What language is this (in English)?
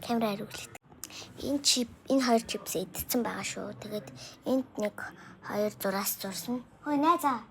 Mongolian